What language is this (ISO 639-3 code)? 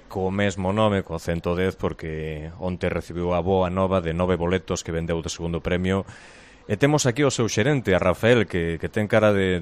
glg